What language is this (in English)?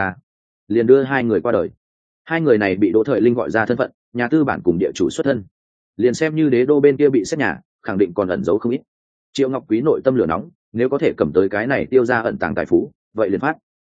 Vietnamese